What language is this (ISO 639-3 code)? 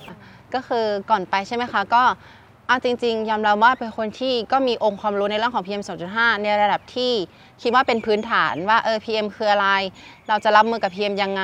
tha